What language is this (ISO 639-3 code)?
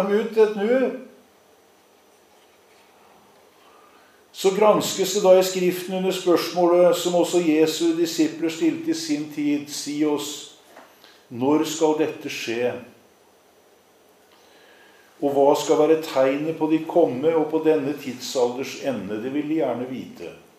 nor